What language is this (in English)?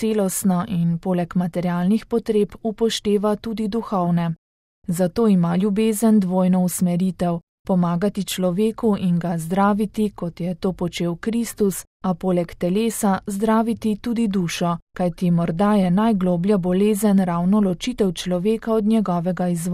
Slovenian